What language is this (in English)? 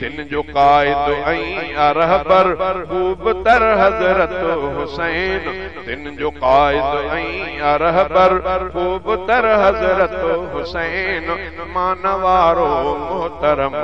Sindhi